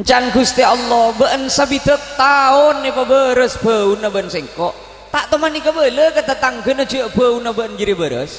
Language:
Madurese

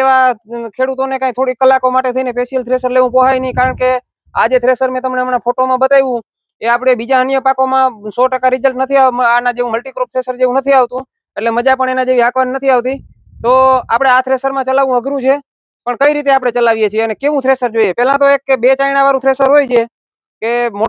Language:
Gujarati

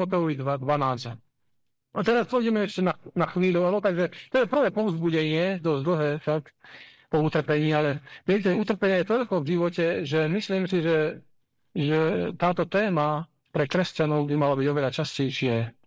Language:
Slovak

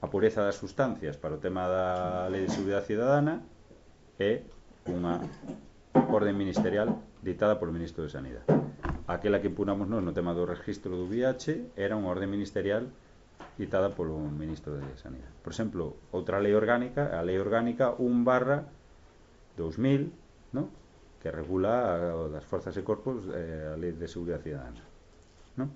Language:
Galician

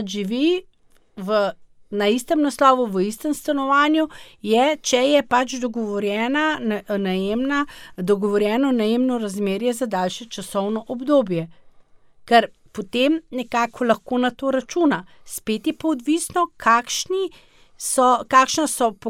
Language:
Slovenian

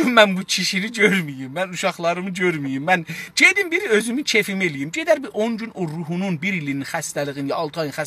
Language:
South Azerbaijani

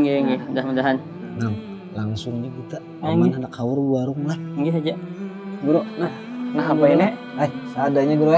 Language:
Banjar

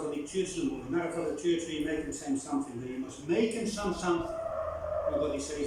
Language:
Bislama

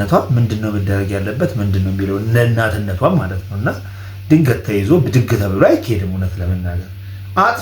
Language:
Amharic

